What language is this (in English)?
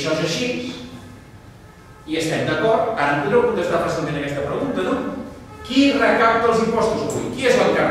Catalan